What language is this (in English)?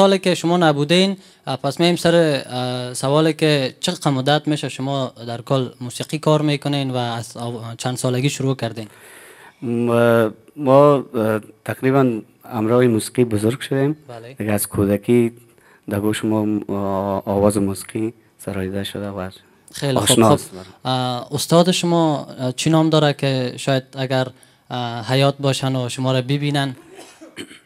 Persian